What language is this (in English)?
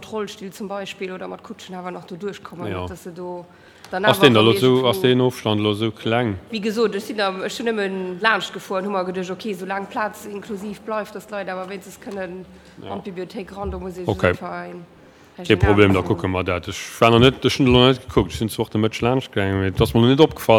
Luxembourgish